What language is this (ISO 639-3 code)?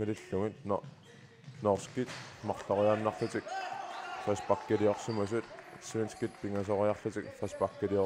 kal